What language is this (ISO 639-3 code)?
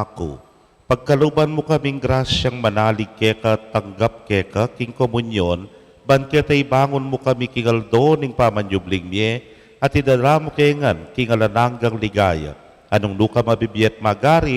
pam